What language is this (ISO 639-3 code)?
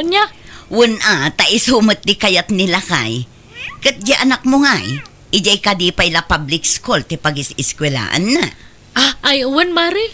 ilo